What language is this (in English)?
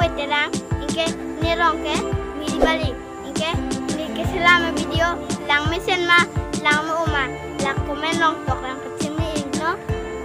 Karbi